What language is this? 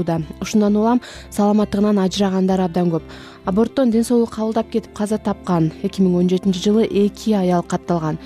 Kyrgyz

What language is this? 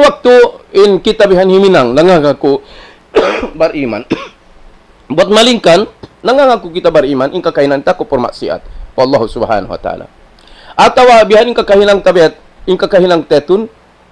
Tausug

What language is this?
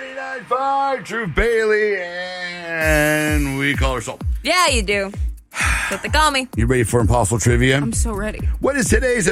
English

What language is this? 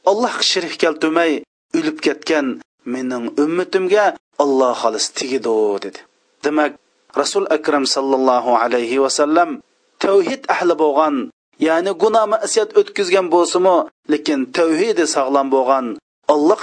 Uyghur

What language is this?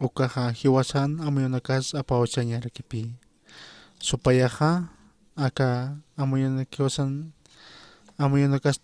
Aymara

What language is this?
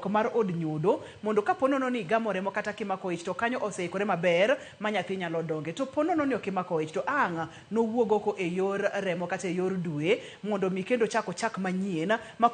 Luo (Kenya and Tanzania)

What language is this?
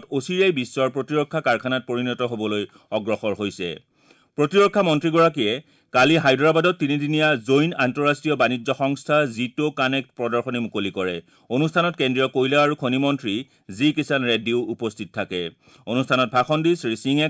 Assamese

